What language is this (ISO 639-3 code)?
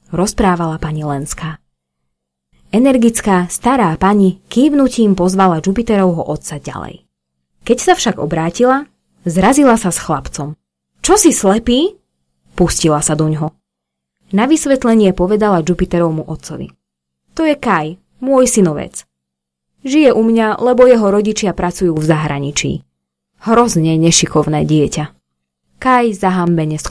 slk